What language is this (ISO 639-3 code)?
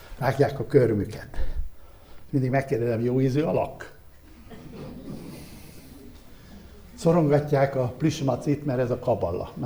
hun